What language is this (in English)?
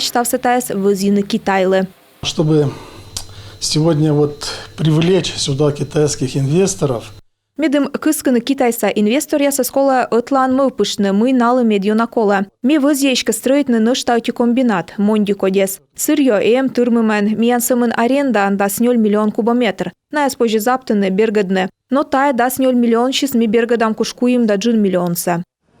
Komi